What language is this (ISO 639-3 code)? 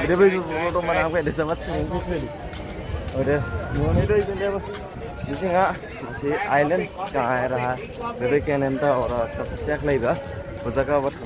dis